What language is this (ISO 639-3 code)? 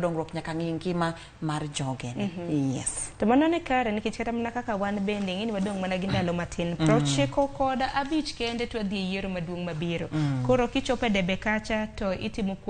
luo